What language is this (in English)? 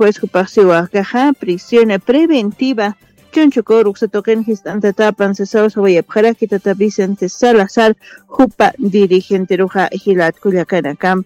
Aymara